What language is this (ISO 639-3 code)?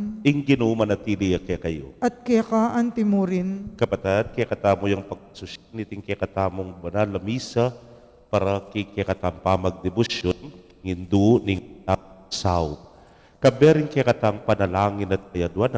pam